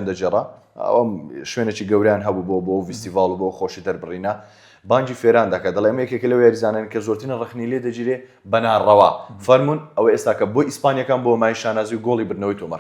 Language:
Central Kurdish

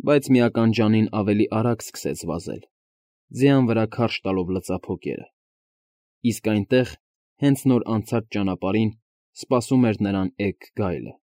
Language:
Armenian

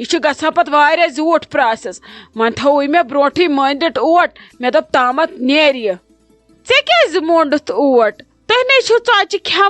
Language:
Kashmiri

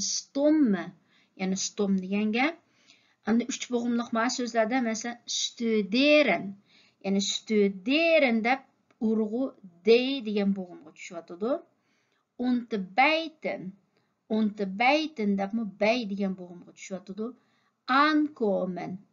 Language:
Uyghur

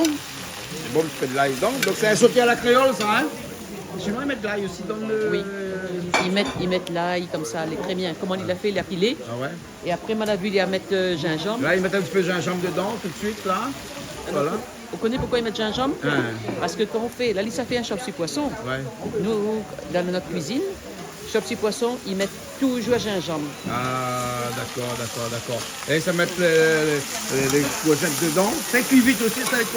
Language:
Réunion Creole French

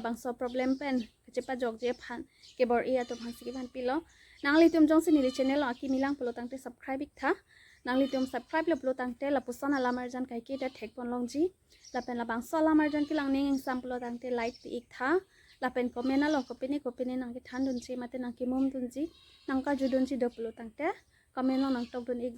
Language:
Karbi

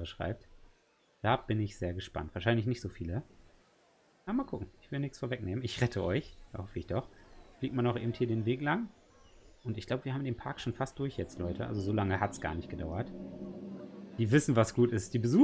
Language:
German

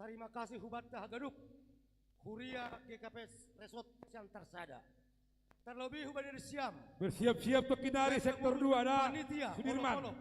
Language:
Batak Simalungun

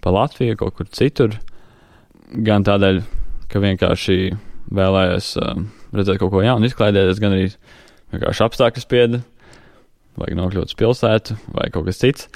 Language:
Latvian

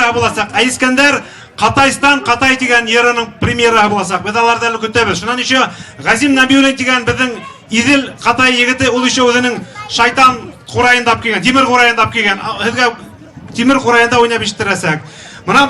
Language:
Bashkir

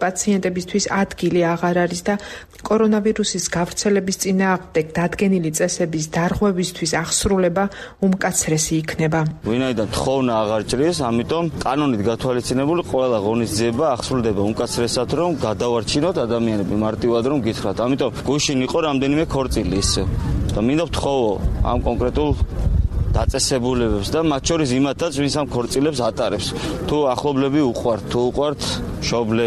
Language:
Georgian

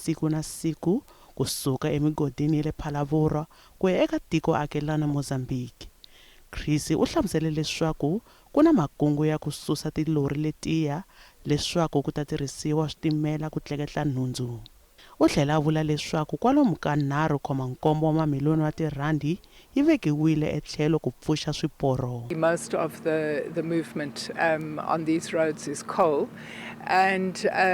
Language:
Tsonga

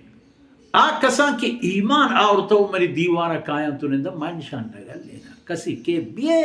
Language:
Baluchi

